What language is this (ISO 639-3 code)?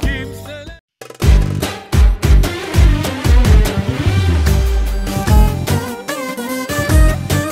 tur